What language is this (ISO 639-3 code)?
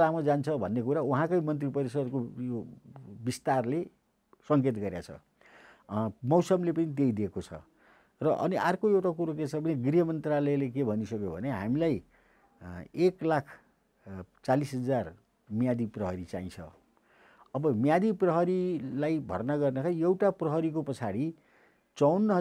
nep